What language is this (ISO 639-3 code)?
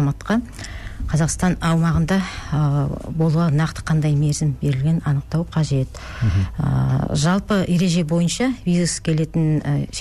kaz